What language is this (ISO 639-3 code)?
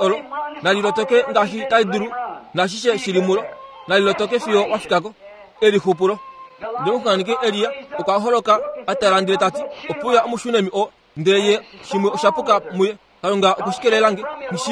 kua